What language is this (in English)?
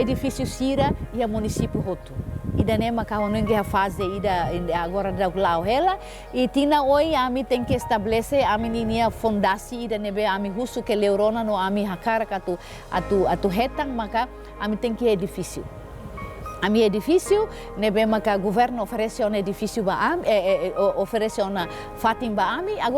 Tetum